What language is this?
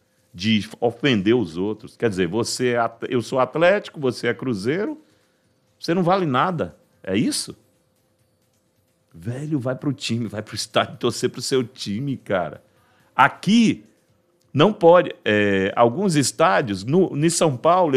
Portuguese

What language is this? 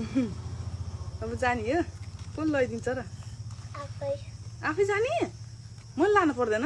Nepali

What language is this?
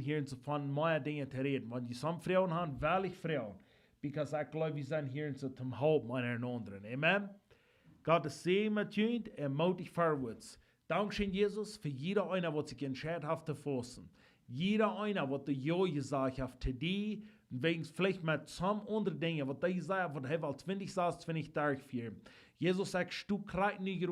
Plautdietsch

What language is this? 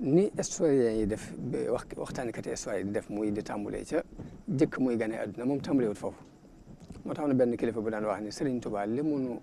Wolof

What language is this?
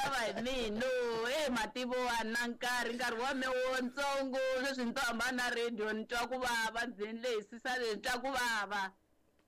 Tsonga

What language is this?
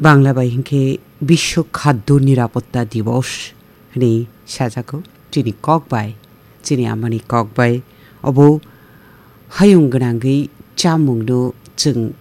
Kok Borok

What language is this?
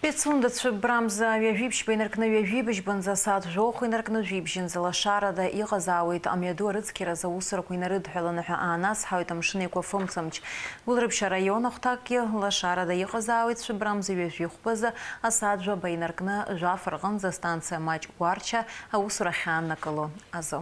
Abkhazian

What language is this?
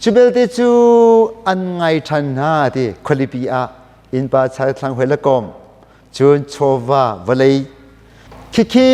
Hakha Chin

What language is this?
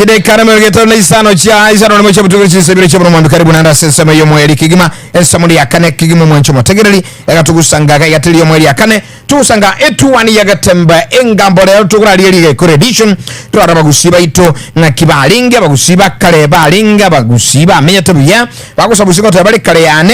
Gusii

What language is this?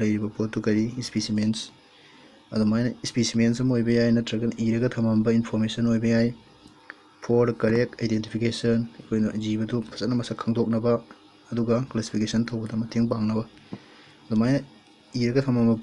Manipuri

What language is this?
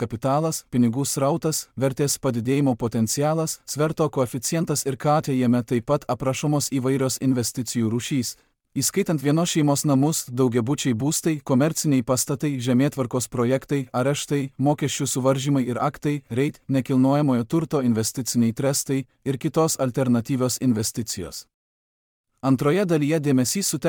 Lithuanian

